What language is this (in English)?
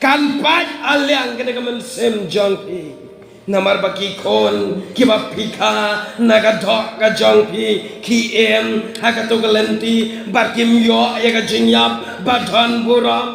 Khasi